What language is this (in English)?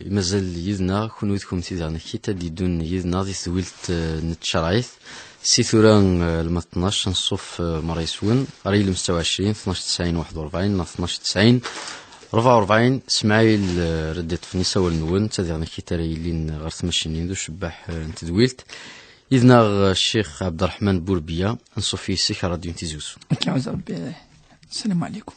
Kabyle